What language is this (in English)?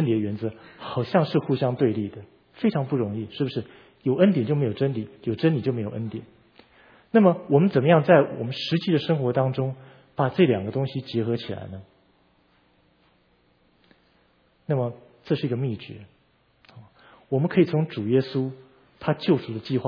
Chinese